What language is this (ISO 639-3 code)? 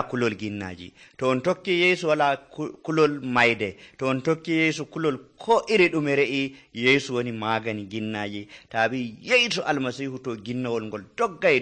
fuv